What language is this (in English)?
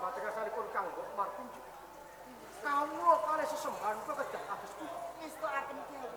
Javanese